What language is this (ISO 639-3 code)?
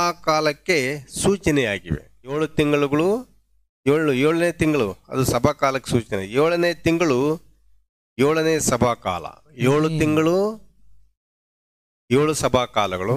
kan